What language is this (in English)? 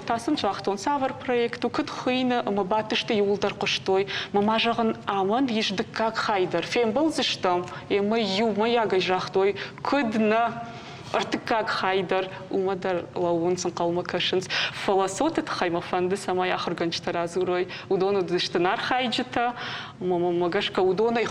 Ossetic